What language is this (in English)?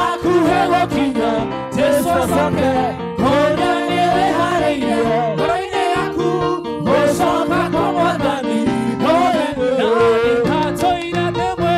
Kikuyu